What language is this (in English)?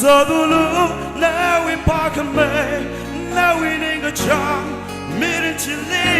Tangkhul Naga (India)